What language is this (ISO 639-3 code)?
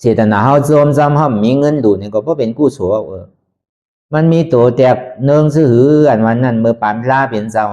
shn